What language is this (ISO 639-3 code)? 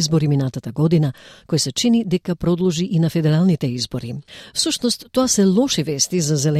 mkd